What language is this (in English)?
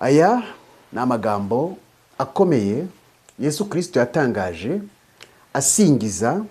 Kinyarwanda